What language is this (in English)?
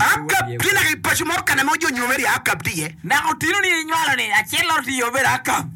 Acoli